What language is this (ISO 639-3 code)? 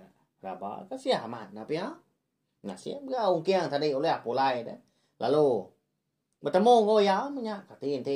iba